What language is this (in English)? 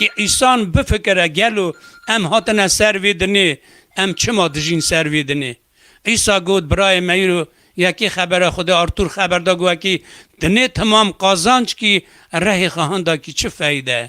Kurdish